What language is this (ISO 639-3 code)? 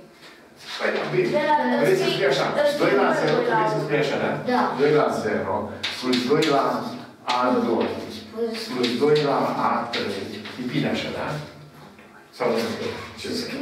ron